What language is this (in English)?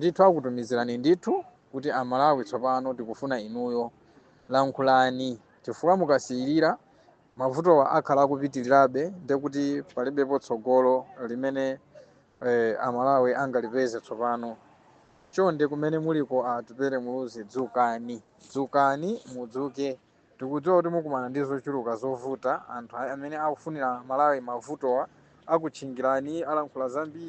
Nyanja